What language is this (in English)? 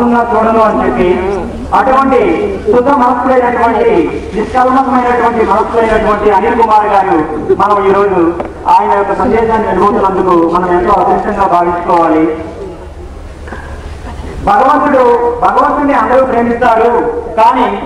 Telugu